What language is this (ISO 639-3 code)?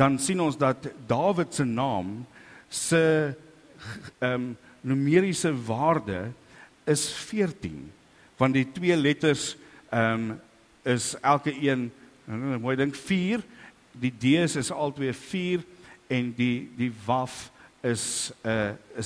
afr